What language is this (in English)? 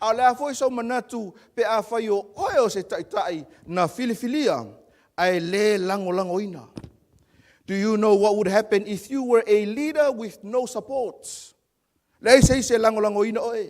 Samoan